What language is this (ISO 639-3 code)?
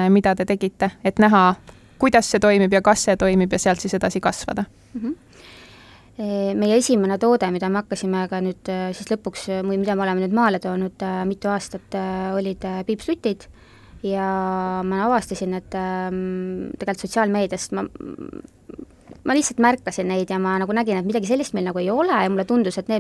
est